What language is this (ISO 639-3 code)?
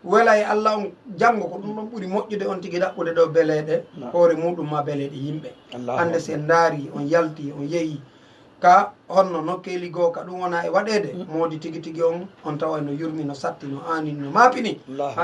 ful